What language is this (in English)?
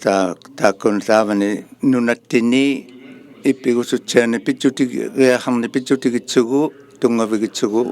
Inuktitut